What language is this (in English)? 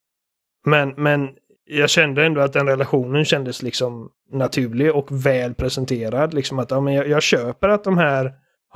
Swedish